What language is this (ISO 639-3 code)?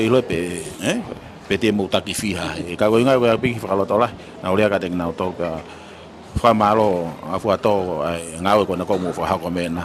ton